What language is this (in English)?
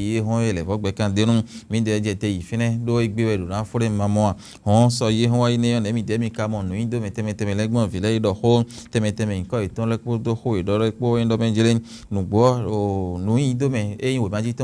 Fon